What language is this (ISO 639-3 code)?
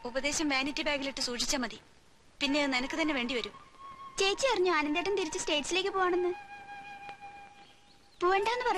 mal